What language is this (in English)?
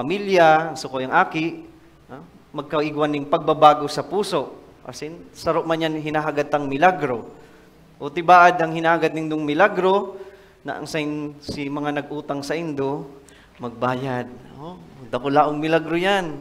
Bikol